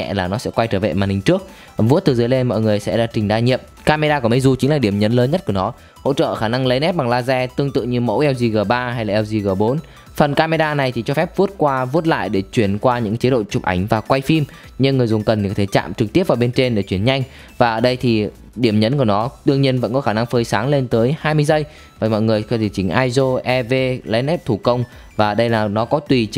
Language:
Vietnamese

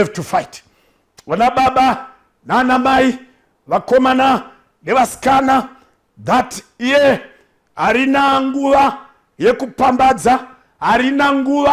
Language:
Shona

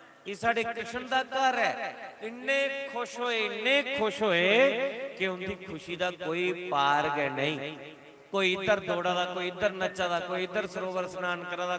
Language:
Dogri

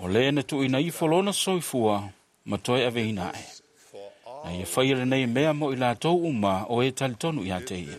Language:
Samoan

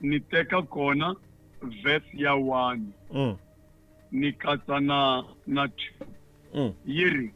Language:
Tsonga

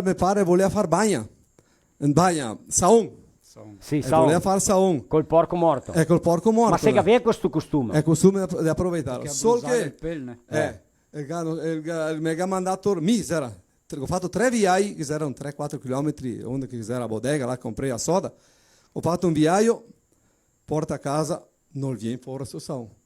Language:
Venetian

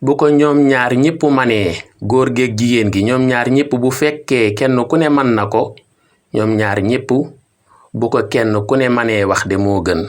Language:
Wolof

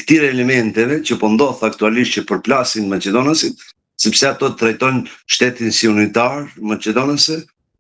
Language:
Albanian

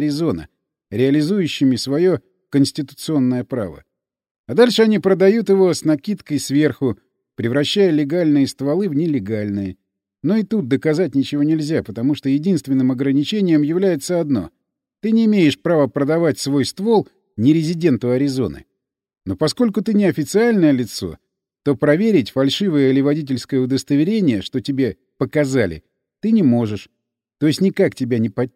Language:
Russian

